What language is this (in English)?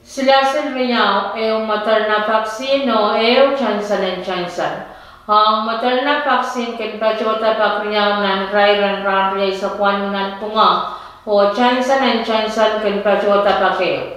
Pohnpeian